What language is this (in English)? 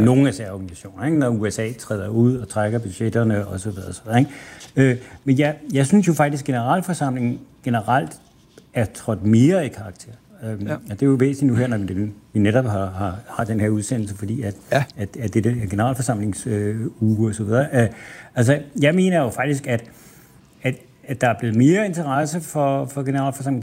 Danish